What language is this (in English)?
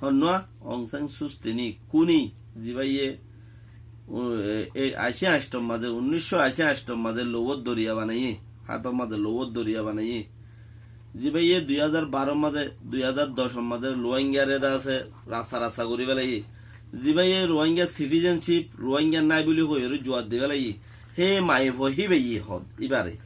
Rohingya